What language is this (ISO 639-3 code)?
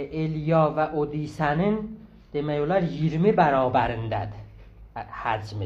azb